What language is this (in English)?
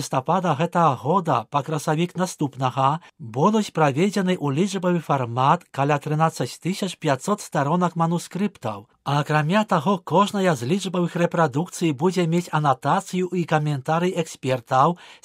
Belarusian